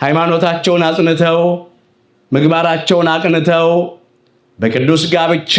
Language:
Amharic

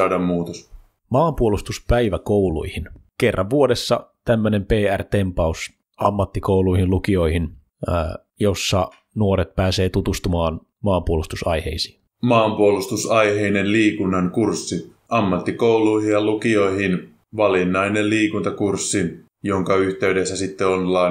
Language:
Finnish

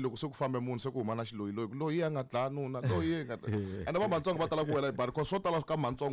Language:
Tsonga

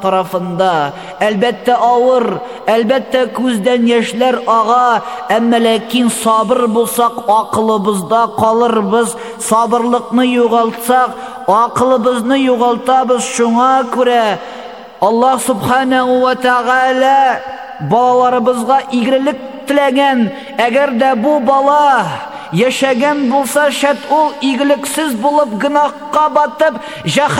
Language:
Tatar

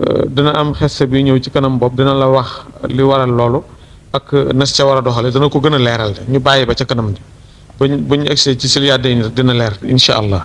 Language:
Wolof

